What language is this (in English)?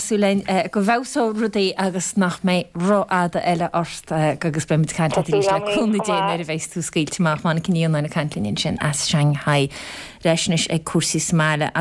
Irish